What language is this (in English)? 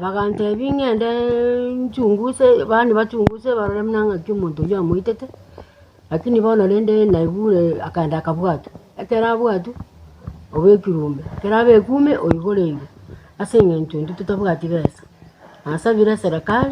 Gusii